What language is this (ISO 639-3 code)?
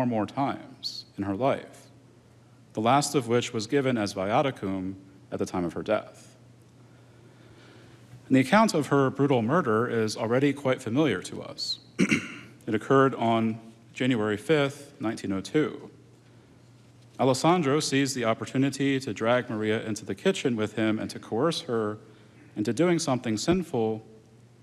eng